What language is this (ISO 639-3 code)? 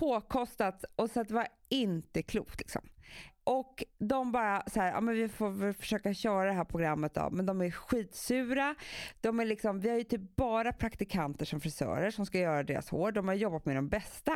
swe